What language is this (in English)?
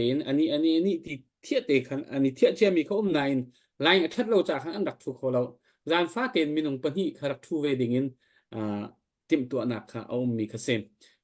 Hakha Chin